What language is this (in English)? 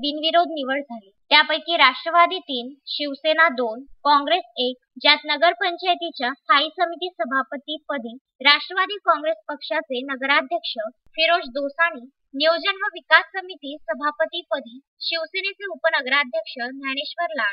Marathi